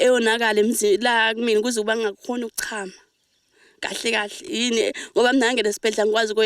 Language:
Zulu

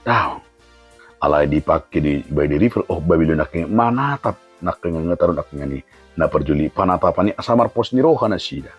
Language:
Batak Toba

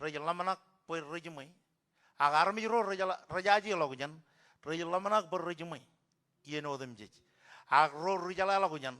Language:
Marshallese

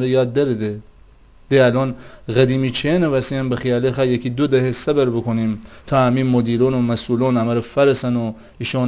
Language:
Gilaki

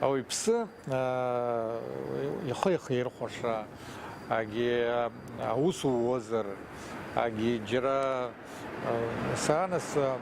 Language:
Abkhazian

